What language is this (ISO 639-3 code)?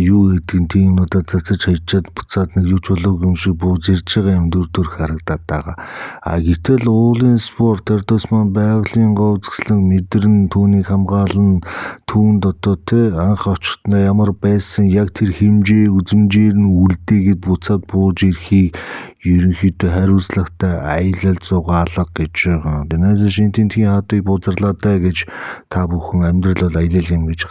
mon